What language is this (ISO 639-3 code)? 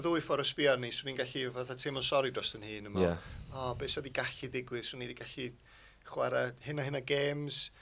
cym